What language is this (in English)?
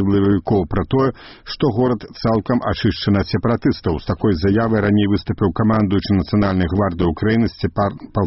Belarusian